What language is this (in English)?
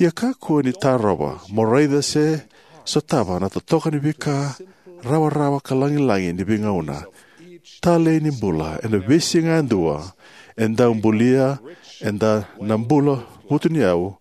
Fijian